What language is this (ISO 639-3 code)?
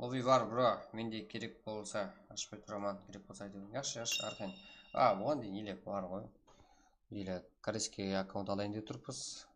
kaa